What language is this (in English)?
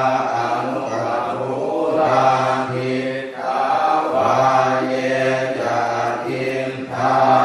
Pali